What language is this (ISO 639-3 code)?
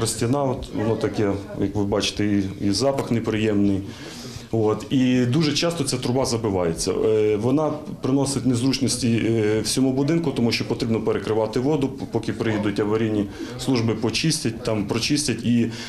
ukr